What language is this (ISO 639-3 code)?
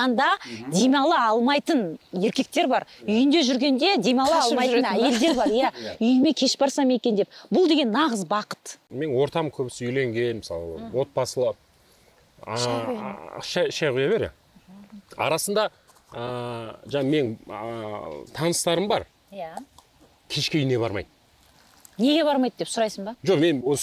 kaz